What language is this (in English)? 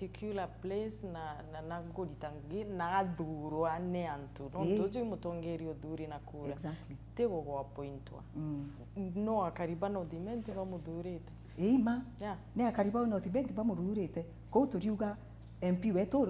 Meru